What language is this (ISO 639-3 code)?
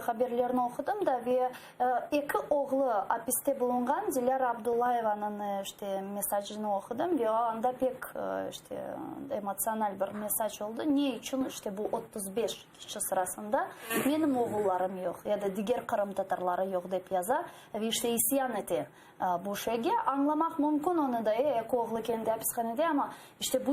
crh